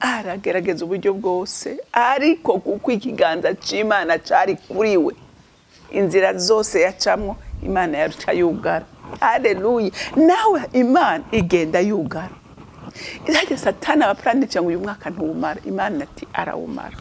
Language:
Rundi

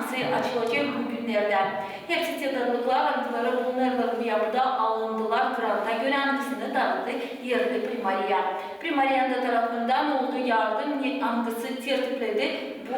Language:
Gagauz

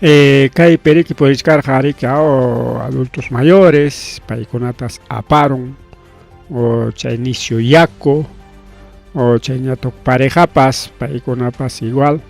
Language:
Ayacucho Quechua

